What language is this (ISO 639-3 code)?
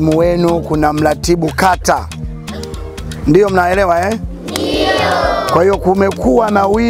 swa